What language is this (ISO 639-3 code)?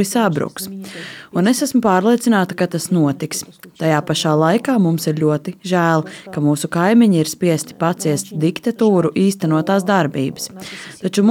lav